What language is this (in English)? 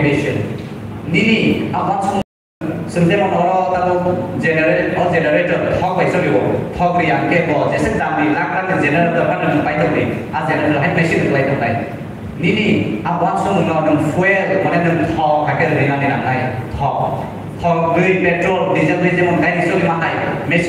Kok Borok